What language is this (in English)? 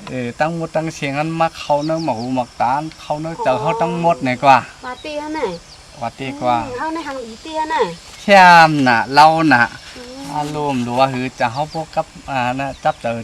Shan